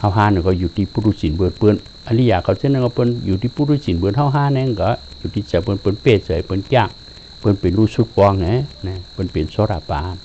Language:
Shan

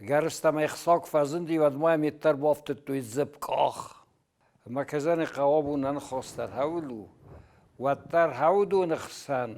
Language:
Ossetic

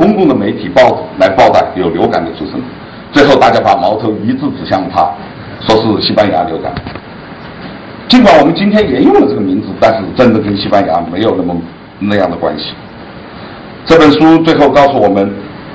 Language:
Chinese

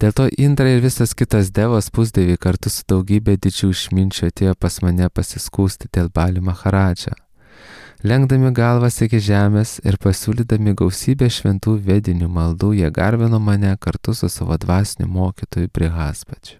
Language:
Lithuanian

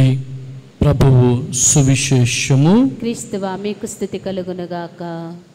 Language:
Telugu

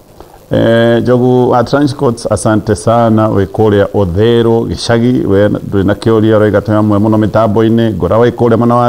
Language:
Kikuyu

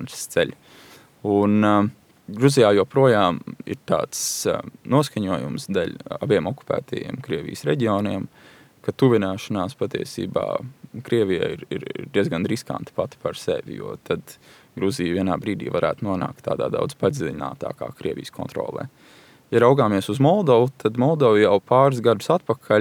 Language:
Latvian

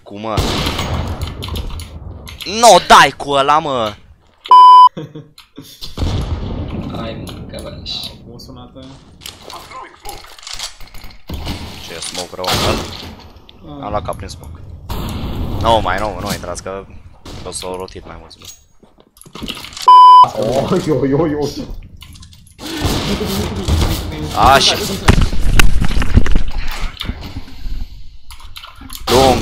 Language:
Romanian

